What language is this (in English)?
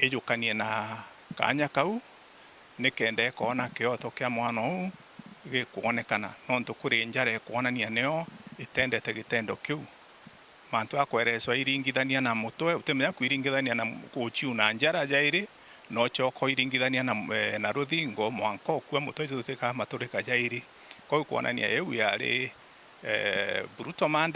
Meru